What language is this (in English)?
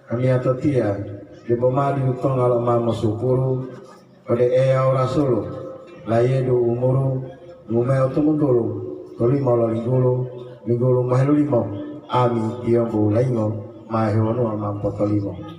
Gorontalo